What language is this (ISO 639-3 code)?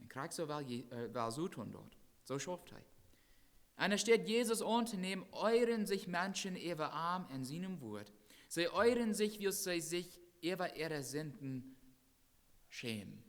pdt